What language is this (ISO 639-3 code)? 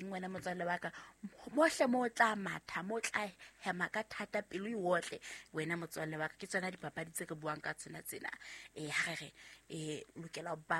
sot